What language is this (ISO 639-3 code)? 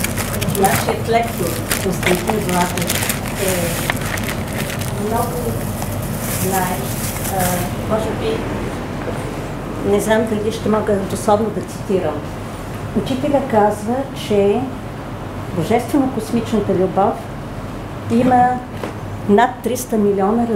bul